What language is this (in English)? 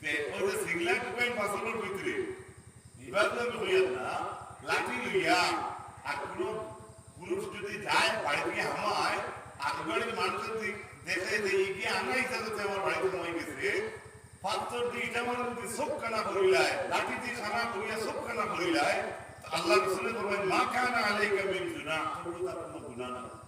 Sylheti